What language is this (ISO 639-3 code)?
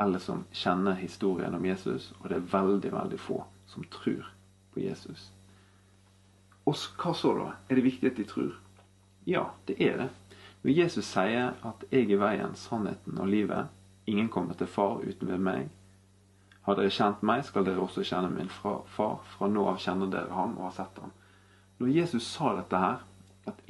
nor